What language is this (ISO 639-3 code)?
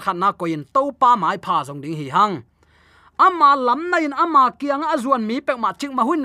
ctd